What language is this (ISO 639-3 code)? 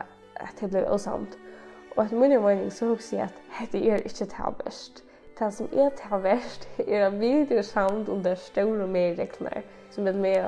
fao